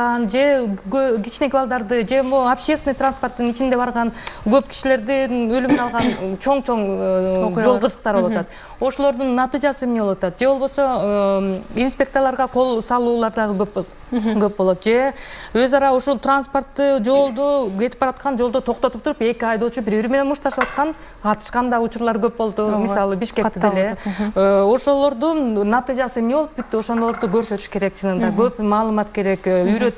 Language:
Kyrgyz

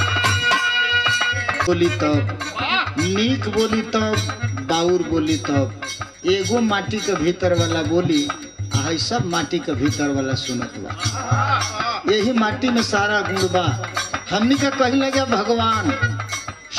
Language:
Bhojpuri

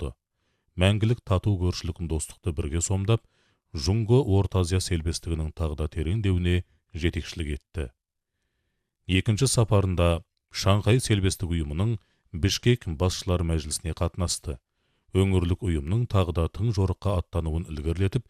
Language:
Kazakh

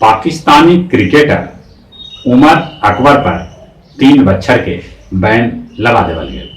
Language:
Magahi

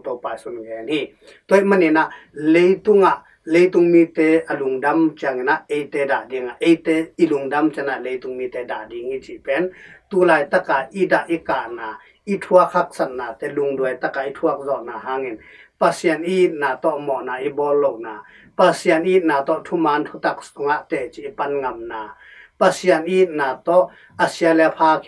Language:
Tedim Chin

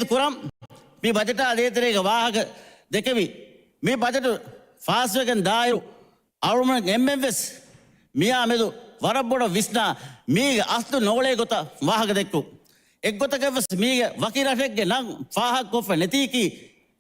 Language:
Divehi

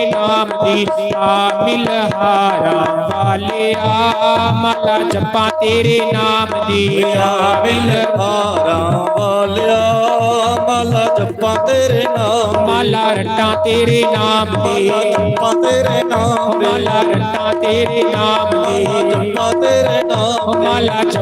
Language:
Dogri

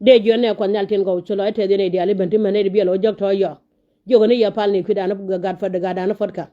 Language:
Nuer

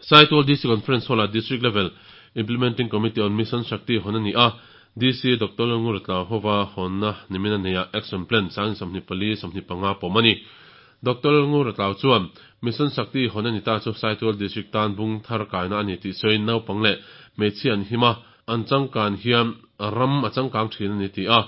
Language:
Mizo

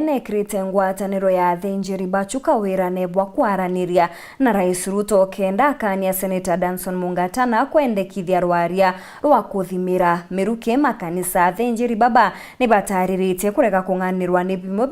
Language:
Meru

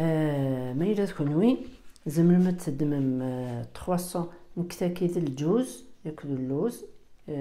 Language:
Kabyle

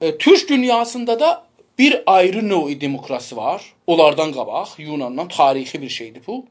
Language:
South Azerbaijani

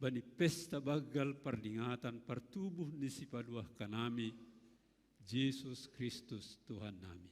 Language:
Batak Simalungun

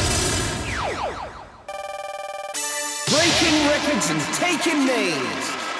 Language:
English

